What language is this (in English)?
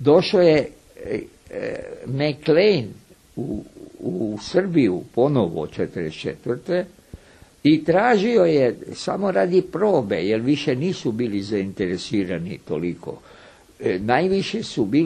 Serbian